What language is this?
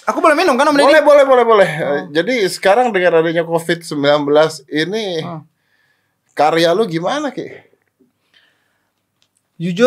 Indonesian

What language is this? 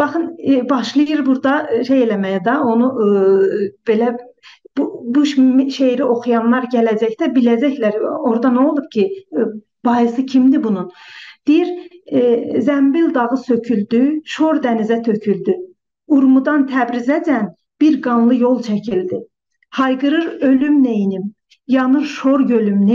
South Azerbaijani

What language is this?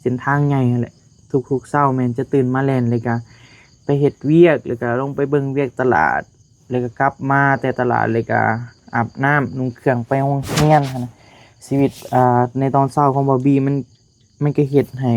Northeastern Thai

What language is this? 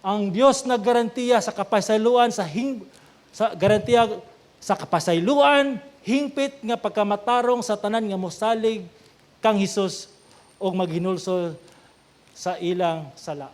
Cebuano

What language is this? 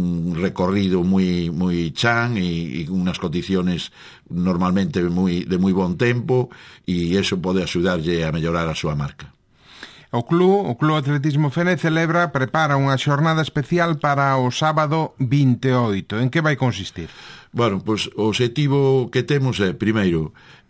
Galician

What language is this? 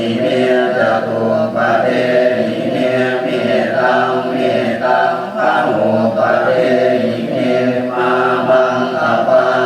Pali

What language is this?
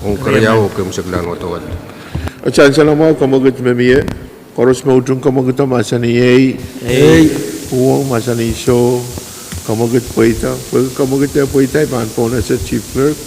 Pohnpeian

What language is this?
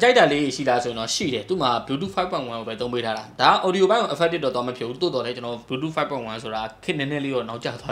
Burmese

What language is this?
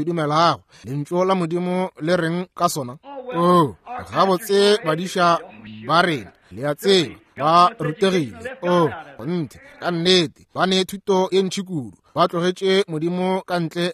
Northern Sotho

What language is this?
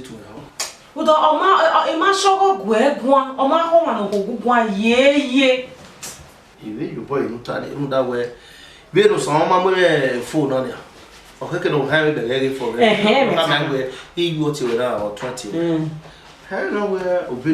Bini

